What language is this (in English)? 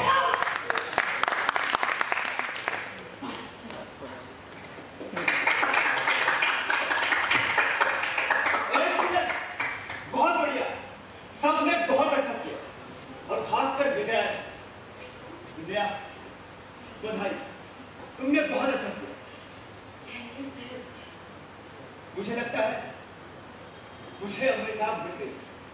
Hindi